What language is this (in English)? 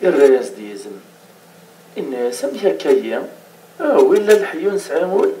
Kabyle